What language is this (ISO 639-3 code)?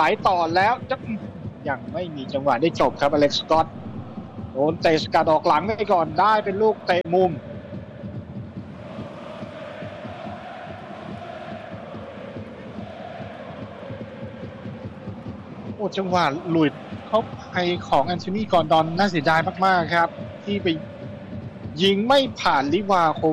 tha